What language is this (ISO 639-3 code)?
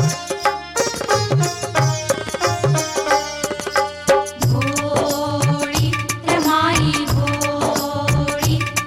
mar